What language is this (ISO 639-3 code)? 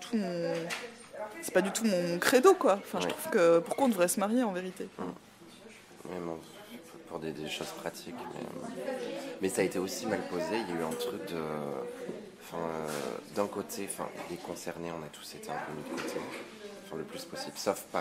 fra